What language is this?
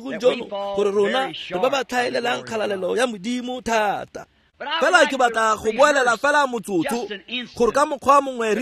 Tswana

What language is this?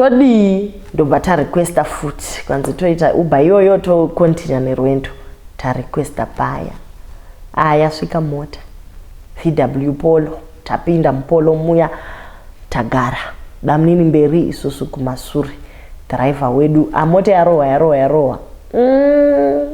Shona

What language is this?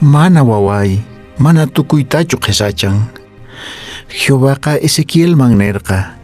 Quechua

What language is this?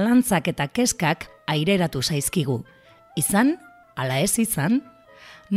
Basque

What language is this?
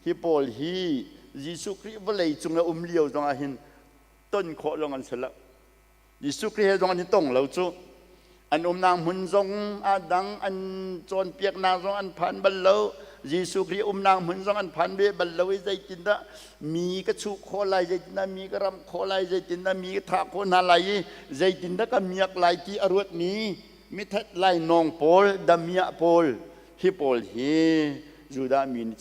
Hakha Chin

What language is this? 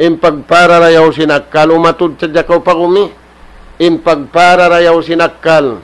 Tausug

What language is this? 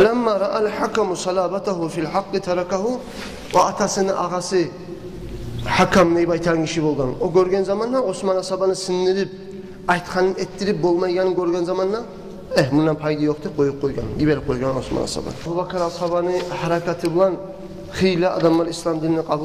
Kumyk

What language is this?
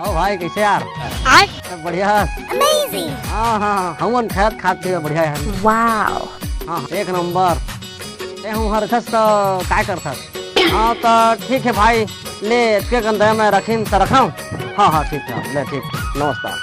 Chhattisgarhi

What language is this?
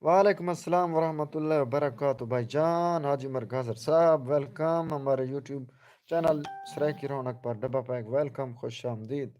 Saraiki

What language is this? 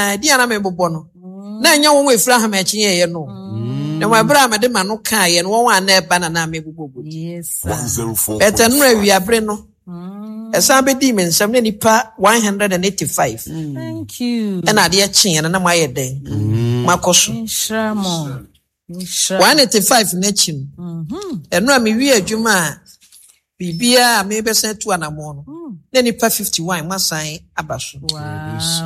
Akan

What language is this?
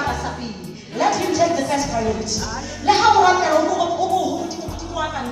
Southern Sotho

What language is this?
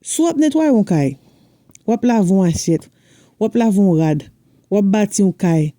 Haitian Creole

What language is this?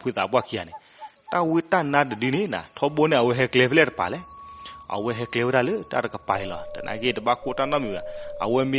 S'gaw Karen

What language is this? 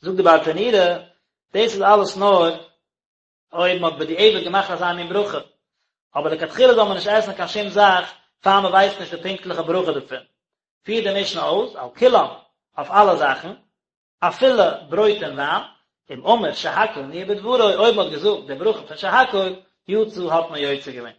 Yiddish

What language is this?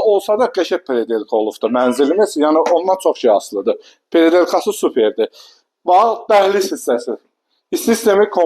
Azerbaijani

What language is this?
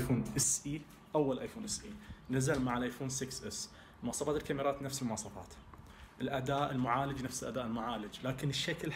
Najdi Arabic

